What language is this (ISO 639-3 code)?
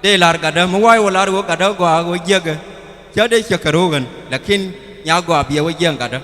nus